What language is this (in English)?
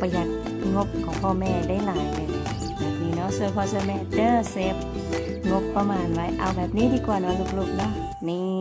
Lao